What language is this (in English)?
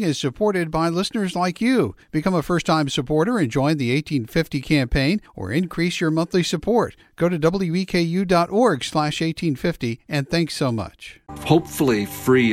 English